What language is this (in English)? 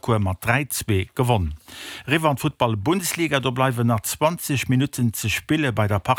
Luxembourgish